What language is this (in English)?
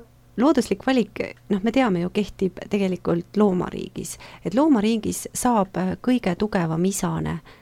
Estonian